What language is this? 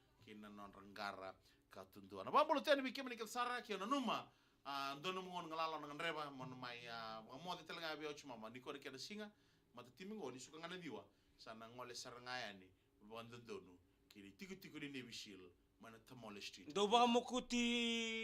Fijian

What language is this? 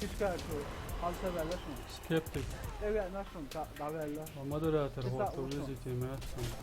Chechen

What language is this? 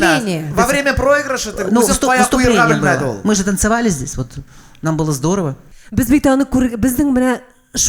Tatar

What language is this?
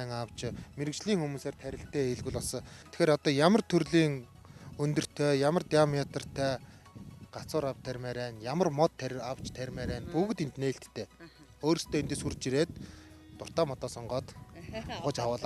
Mongolian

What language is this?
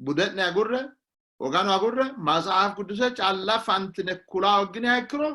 Sidamo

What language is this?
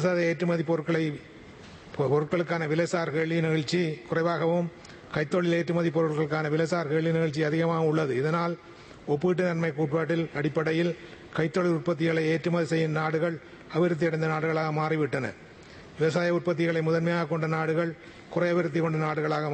Tamil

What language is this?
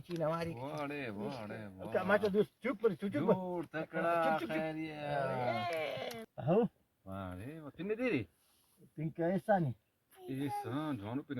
Brahui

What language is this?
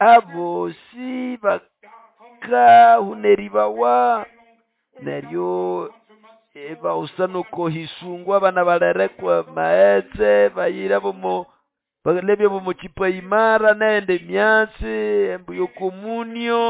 Nande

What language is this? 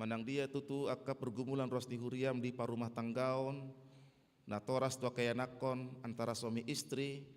Batak Toba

